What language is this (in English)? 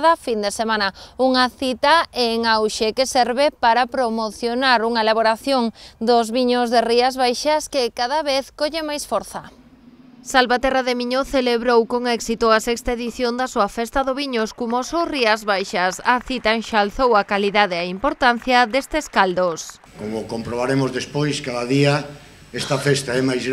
Galician